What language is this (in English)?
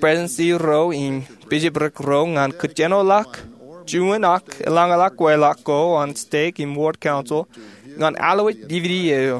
Marshallese